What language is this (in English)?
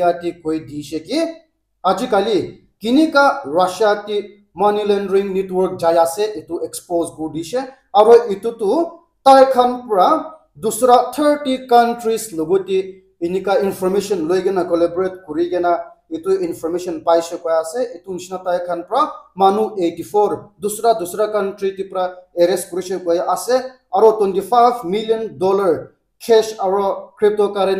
Naga Pidgin